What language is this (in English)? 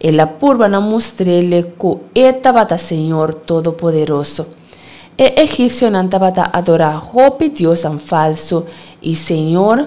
Papiamento